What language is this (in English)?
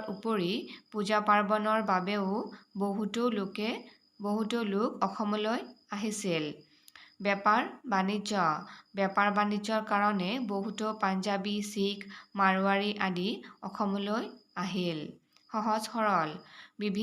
Assamese